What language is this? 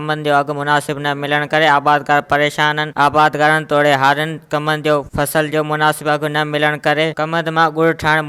Sindhi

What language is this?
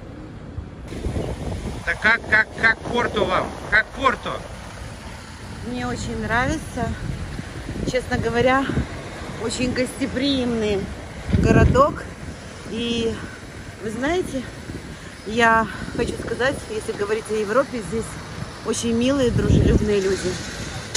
Russian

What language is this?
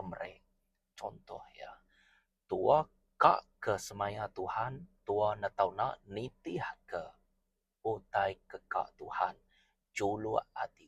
Iban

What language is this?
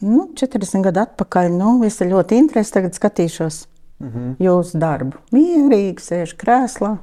Latvian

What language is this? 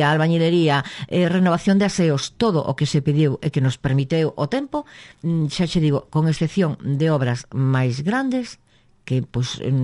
Galician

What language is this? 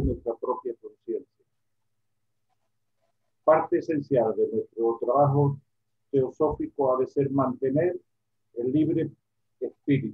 Spanish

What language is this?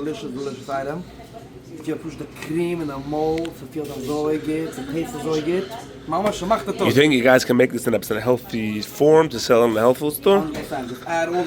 Yiddish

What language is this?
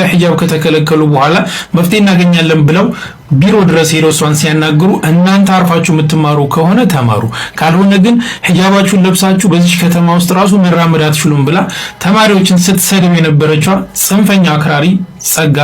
Amharic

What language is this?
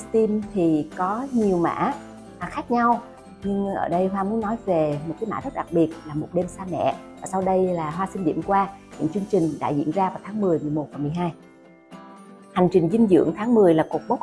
Vietnamese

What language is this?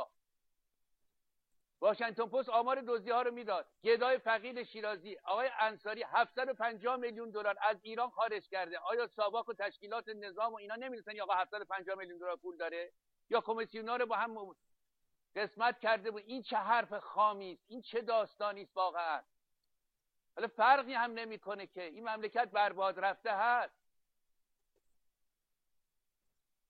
Persian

